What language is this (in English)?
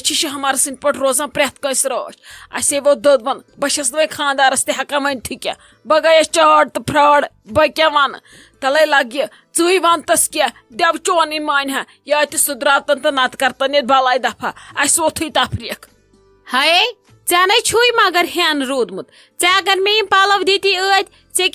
Kashmiri